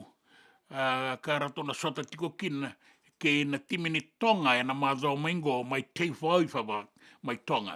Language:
Fijian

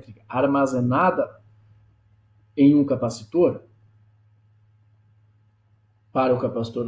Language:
Portuguese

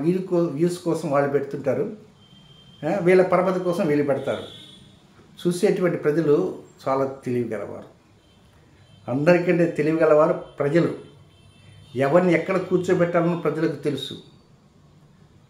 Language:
Telugu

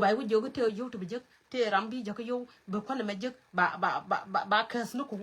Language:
Nuer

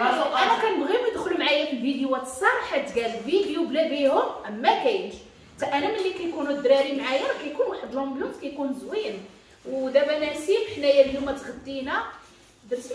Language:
Moroccan Arabic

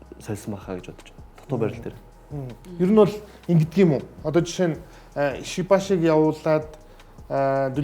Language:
Mongolian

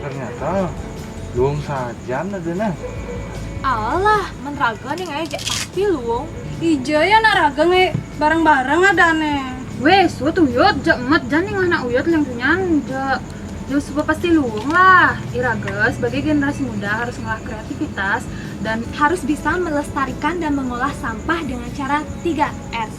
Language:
Balinese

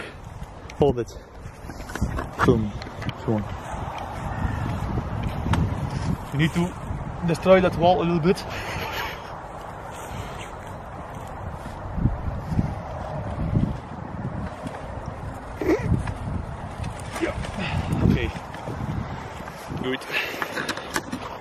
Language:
English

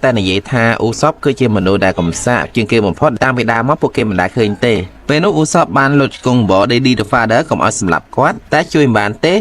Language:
Khmer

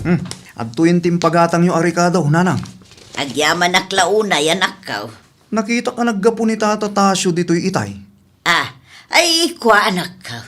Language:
Iloko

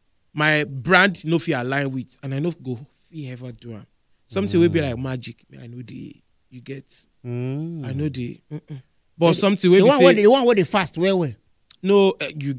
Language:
Nigerian Pidgin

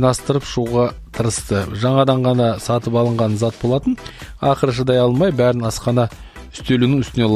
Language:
Kazakh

